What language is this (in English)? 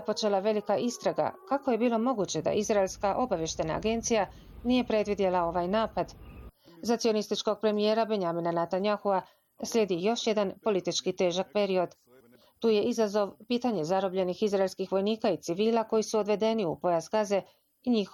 Bosnian